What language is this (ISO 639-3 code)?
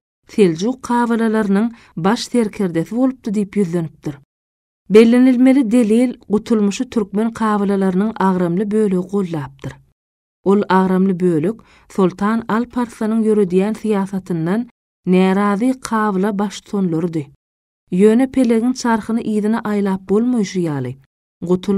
tuk